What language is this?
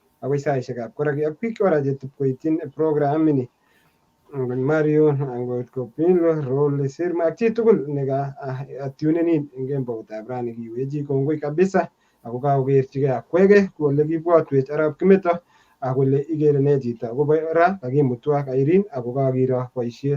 Kalenjin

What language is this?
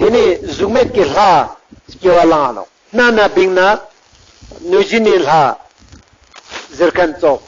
Ladakhi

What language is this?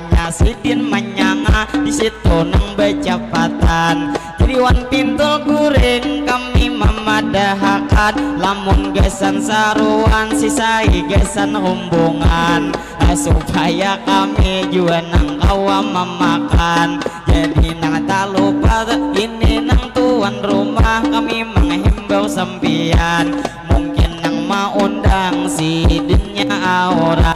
Banjar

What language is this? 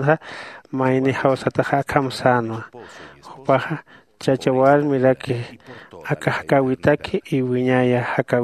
Aymara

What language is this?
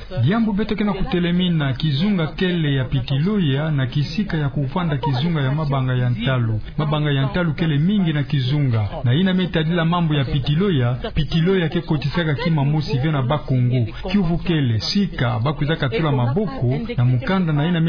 Kituba (Democratic Republic of Congo)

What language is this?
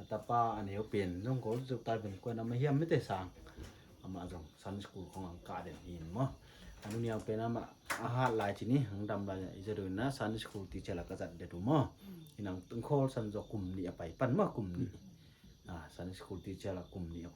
Paite Chin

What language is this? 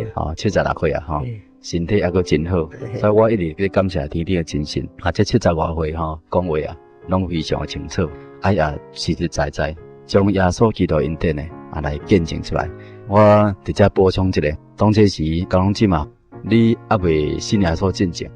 Min Nan Chinese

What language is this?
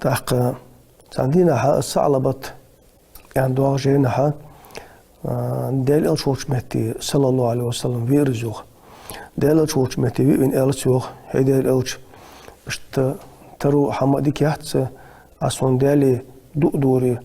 Ingush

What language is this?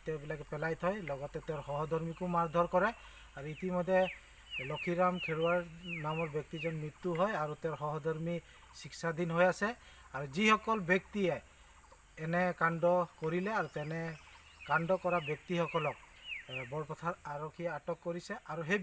Assamese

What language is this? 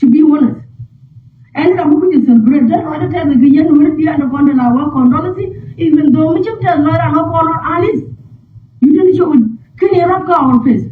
Nuer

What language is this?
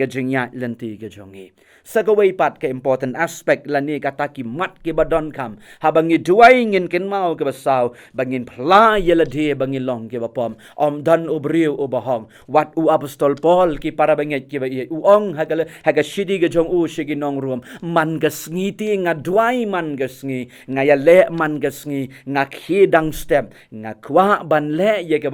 Khasi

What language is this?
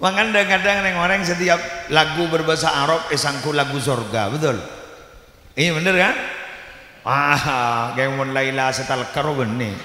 Madurese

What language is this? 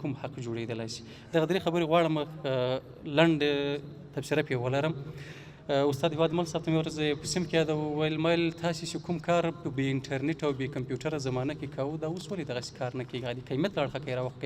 Pashto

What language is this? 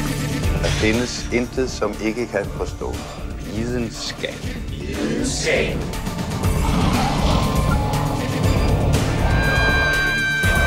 Danish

